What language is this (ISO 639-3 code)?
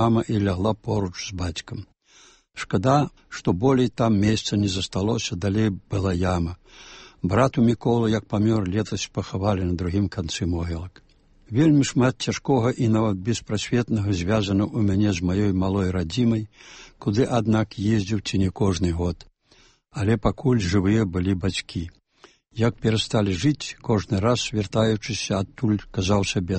bel